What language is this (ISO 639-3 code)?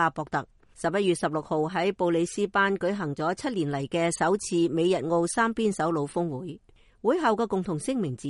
yue